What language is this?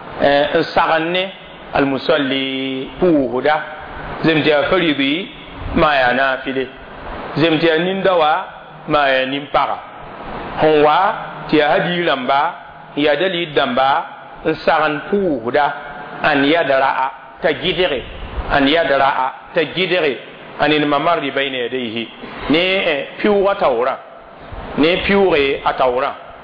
Mossi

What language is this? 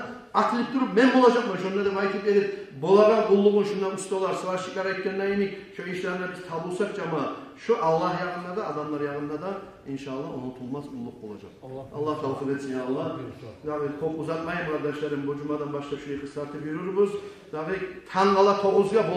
Kumyk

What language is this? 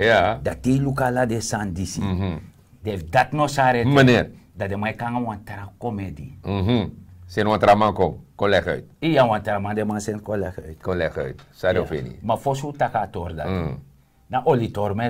Sranan Tongo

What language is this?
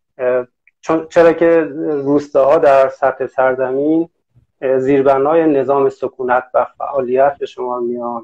Persian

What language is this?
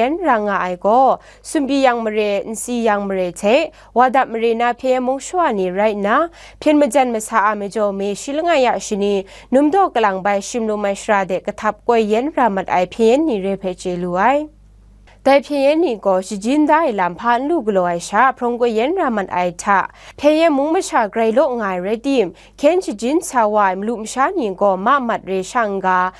Kachin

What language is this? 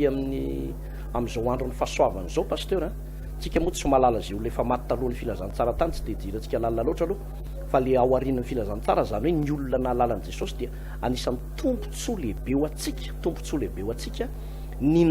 Malagasy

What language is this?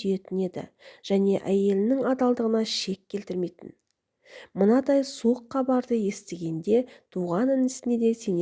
Kazakh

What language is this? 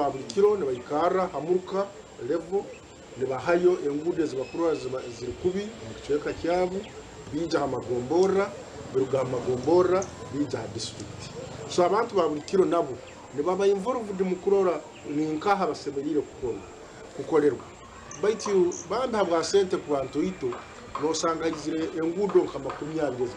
Nyankole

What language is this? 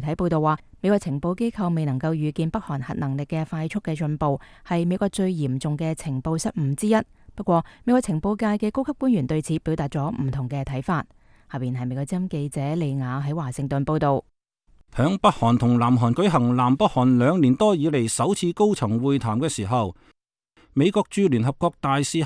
Cantonese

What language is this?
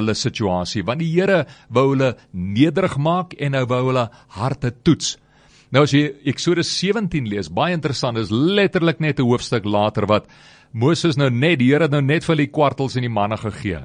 Afrikaans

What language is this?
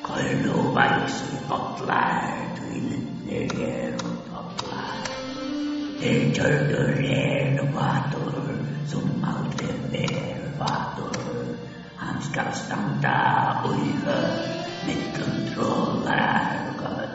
Faroese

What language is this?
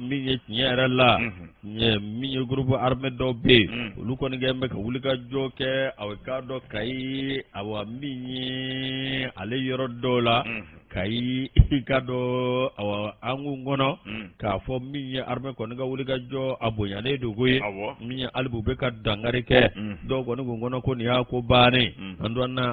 Bambara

